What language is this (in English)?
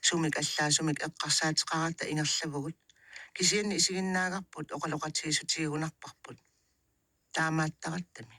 Kalaallisut